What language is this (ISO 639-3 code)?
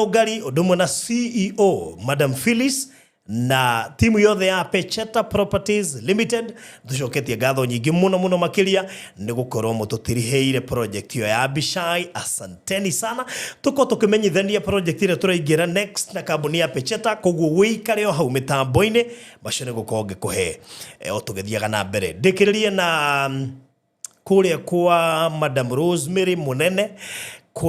kik